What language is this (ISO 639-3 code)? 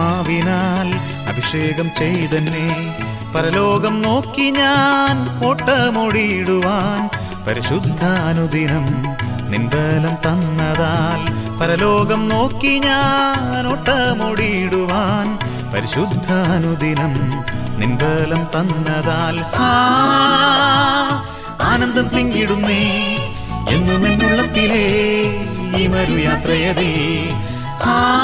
mal